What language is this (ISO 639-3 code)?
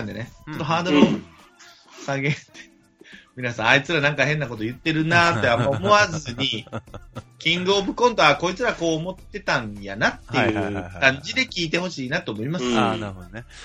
jpn